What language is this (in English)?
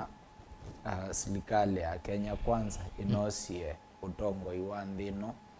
Kamba